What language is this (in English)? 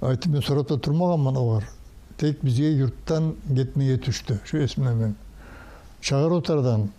Kumyk